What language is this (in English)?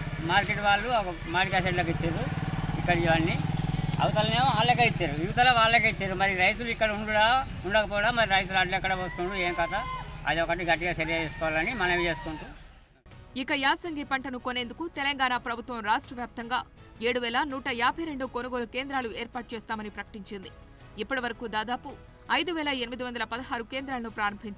Telugu